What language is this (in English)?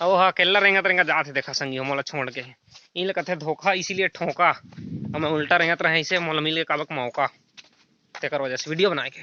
Chhattisgarhi